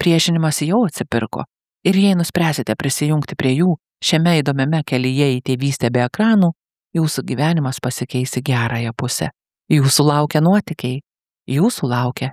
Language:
Lithuanian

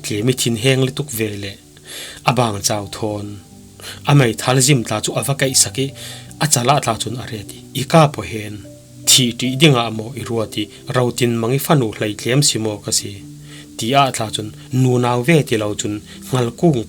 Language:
Falam Chin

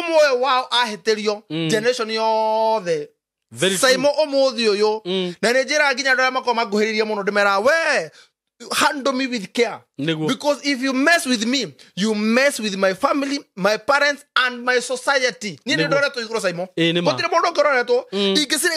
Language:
Kikuyu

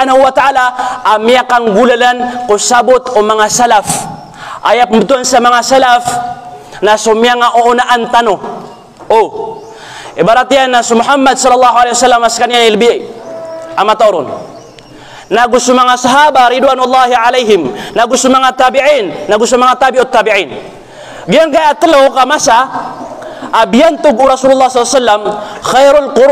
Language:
Maranao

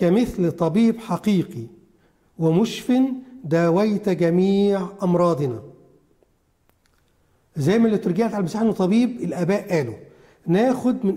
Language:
Egyptian Arabic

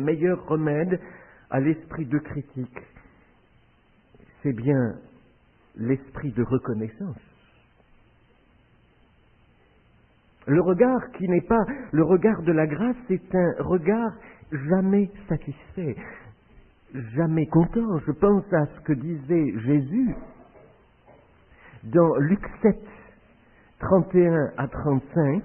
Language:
French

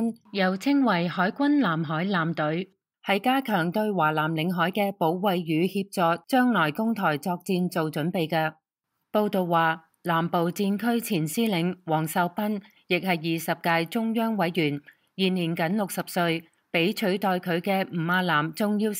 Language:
Cantonese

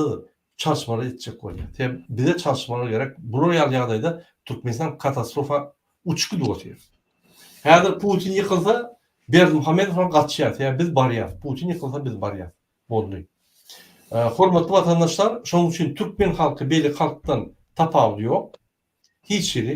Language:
Turkmen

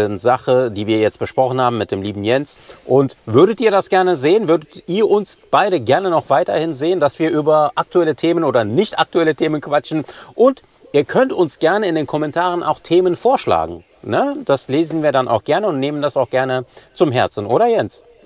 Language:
German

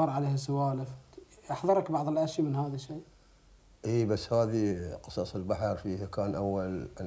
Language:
Gulf Arabic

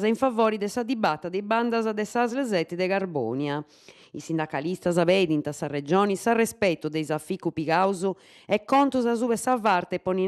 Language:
Sardinian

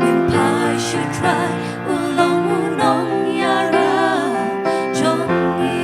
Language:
Khasi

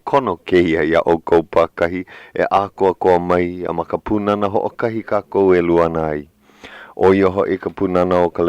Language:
Hawaiian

